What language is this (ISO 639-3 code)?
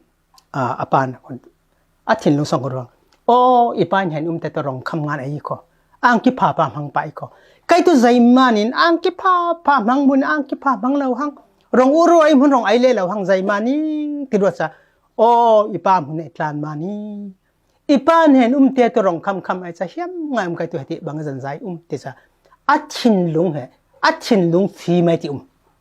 cfm